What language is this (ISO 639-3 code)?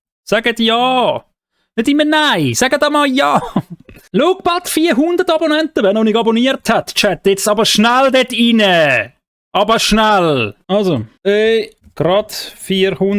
gsw